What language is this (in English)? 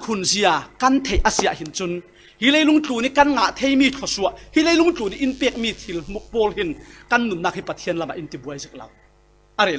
Falam Chin